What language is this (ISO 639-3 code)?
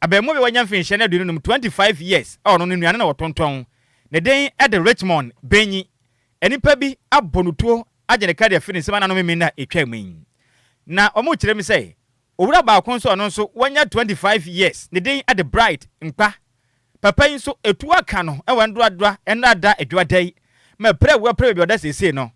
aka